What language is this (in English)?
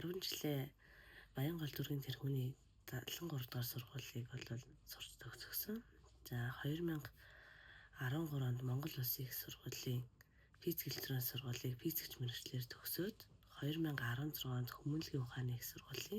Mongolian